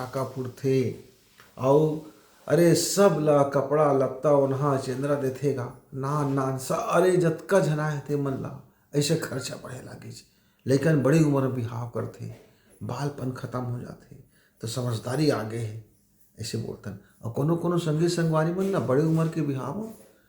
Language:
Chhattisgarhi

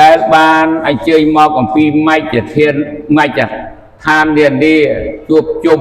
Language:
Khmer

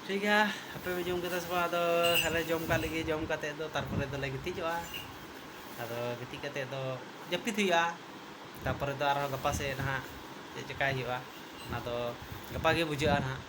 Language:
Santali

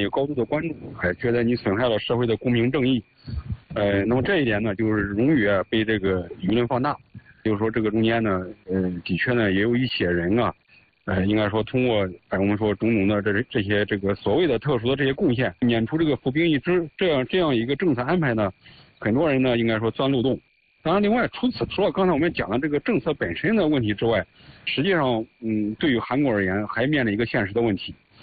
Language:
Chinese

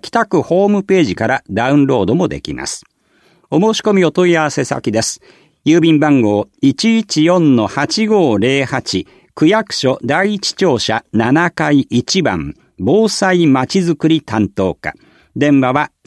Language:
Japanese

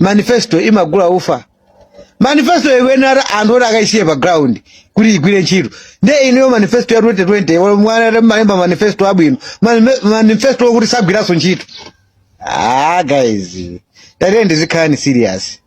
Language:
Nyanja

